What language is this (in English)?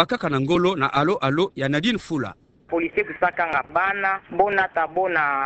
Kituba (Democratic Republic of Congo)